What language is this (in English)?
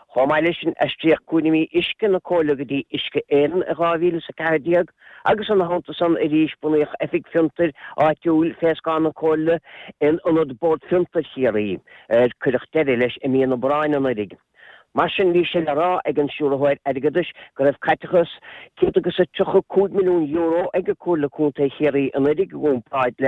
Irish